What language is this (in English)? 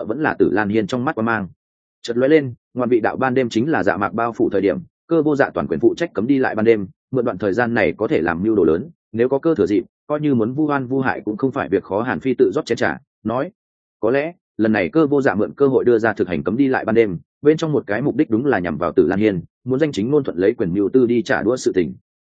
Vietnamese